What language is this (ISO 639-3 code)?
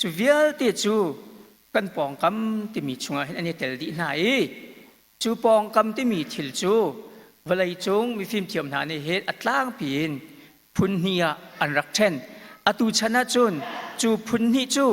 cnh